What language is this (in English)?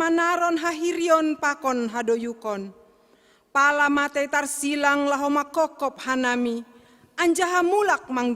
Batak Simalungun